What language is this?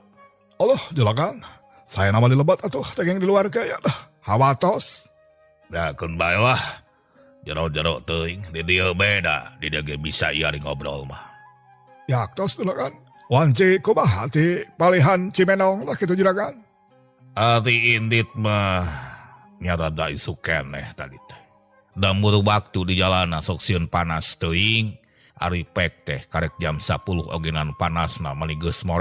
Sundanese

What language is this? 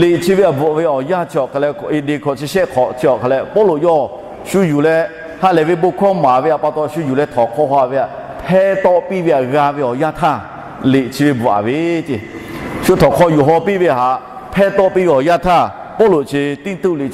Lahu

